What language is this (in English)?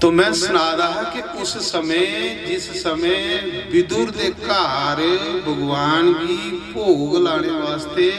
Dogri